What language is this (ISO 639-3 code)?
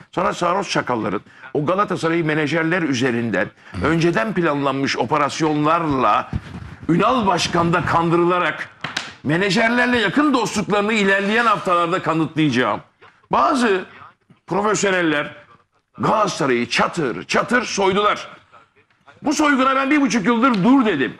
tur